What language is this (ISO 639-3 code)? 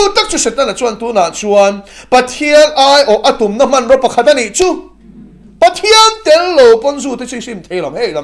lus